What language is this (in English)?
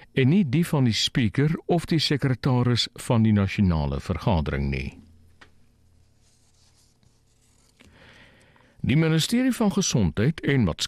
Afrikaans